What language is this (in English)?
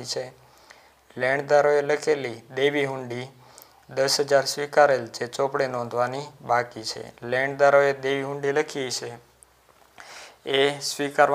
Gujarati